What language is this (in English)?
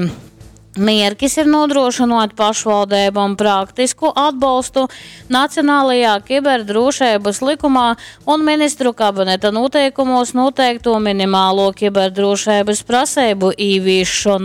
Latgalian